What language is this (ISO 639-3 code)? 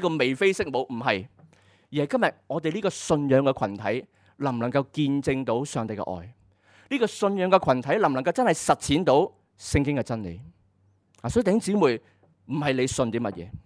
yue